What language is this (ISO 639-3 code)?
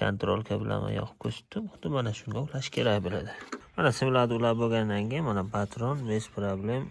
uzb